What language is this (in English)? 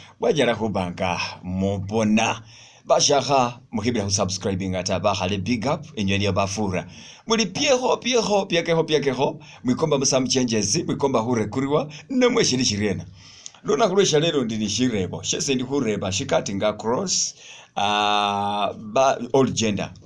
Masaaba